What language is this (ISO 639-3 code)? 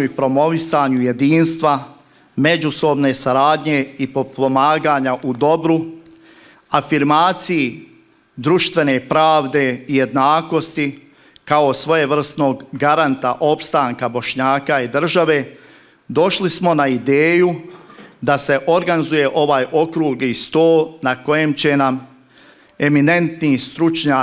bos